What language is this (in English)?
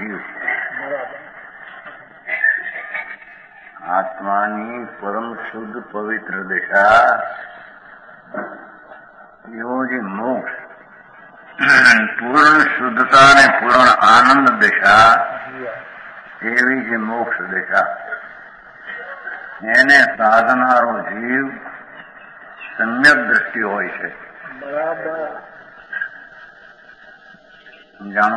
Gujarati